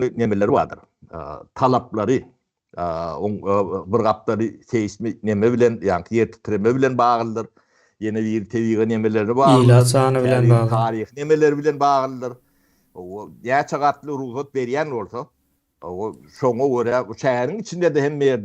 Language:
Turkmen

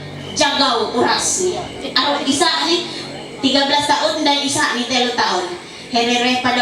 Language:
Ma'anyan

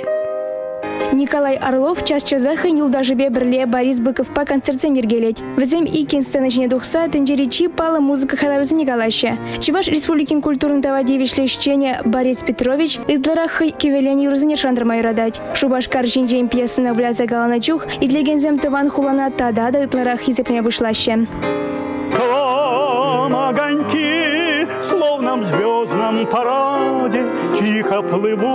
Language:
Chuvash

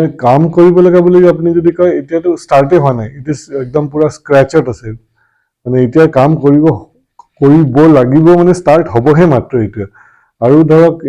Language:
Assamese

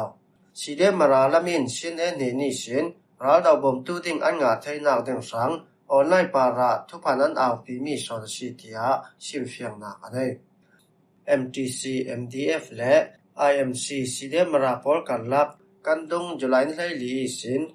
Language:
Falam Chin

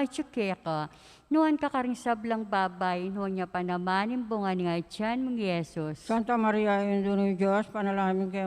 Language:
Pampanga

